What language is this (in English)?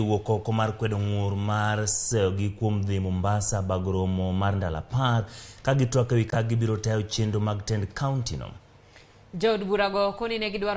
Luo (Kenya and Tanzania)